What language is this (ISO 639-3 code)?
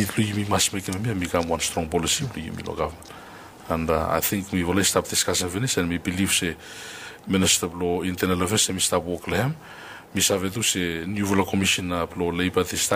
bis